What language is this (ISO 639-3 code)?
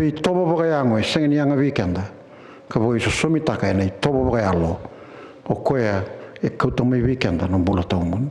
fij